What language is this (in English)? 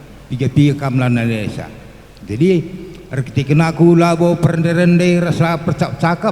Batak Karo